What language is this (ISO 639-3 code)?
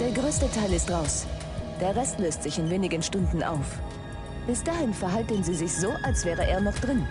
bar